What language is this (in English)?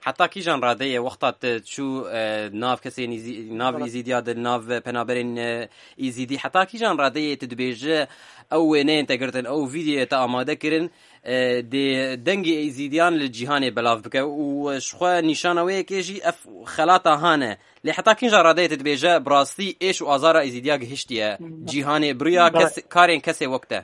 Kurdish